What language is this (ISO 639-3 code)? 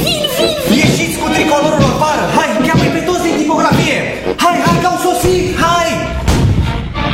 ron